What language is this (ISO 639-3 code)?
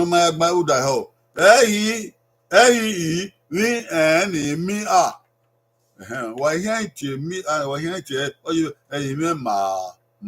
bin